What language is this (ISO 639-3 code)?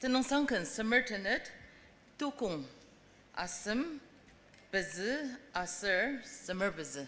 njo